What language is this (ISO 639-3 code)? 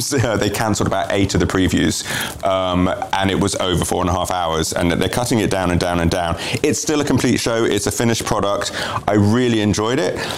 eng